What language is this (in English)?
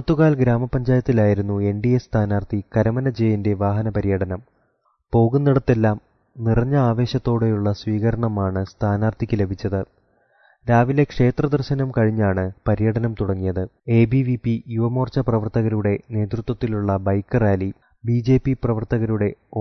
Malayalam